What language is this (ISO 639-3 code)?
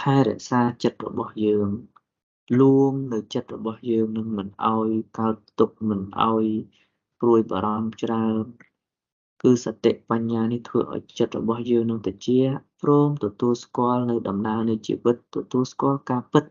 khm